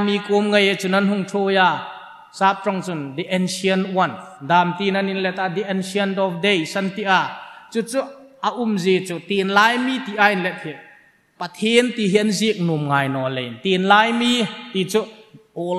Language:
Hmar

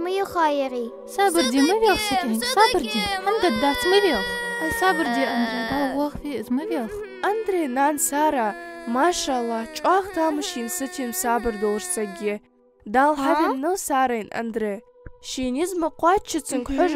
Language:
Ingush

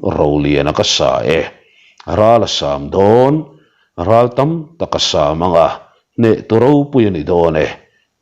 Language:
Mizo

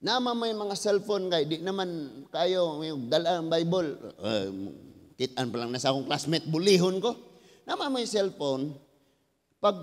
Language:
Cebuano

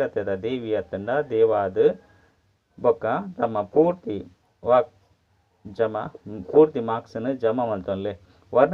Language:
Tulu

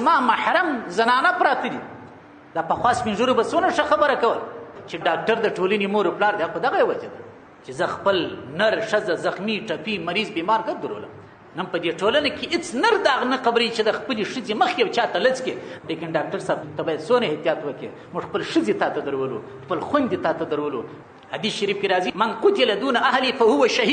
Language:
Pashto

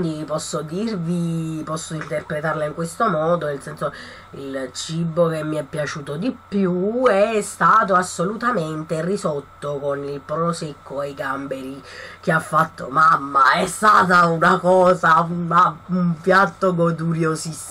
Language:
Italian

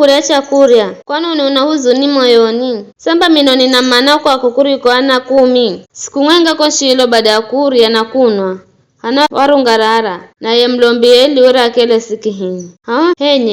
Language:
Giryama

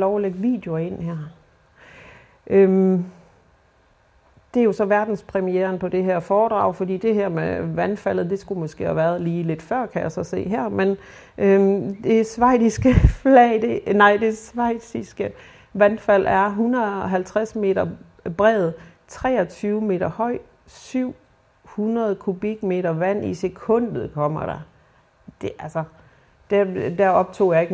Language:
Danish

